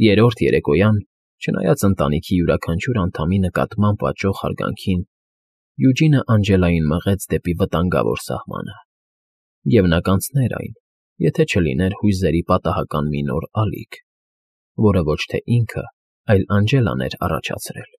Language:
Armenian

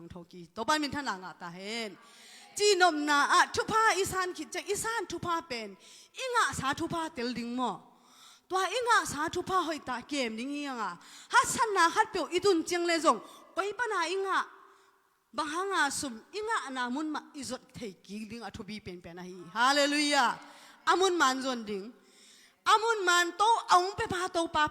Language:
Tedim Chin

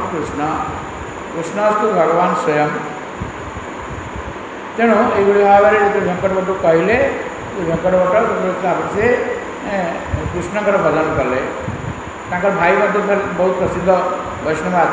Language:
Odia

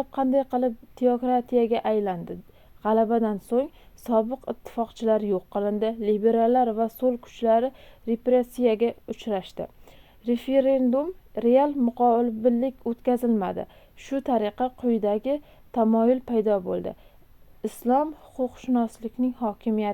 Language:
Uzbek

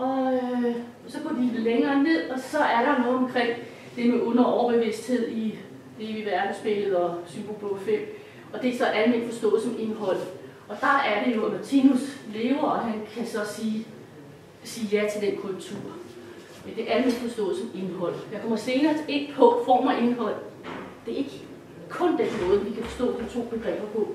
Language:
Danish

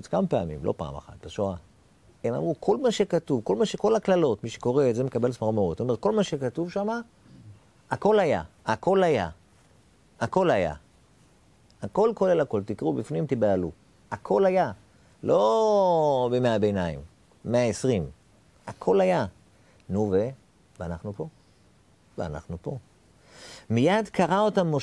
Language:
Hebrew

